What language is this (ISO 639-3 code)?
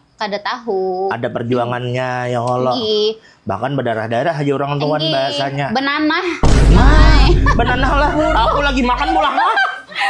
bjn